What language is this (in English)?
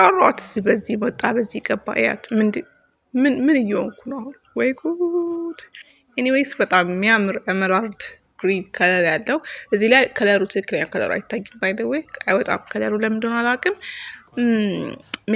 Amharic